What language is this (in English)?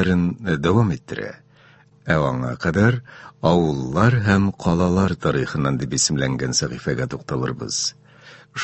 Tatar